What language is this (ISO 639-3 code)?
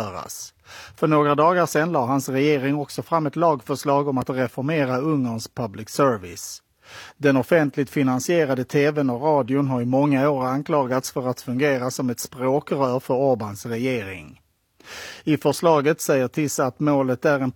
swe